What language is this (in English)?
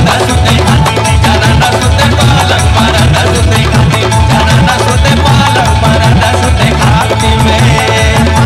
Bhojpuri